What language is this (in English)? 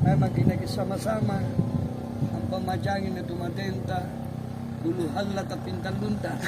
Makasar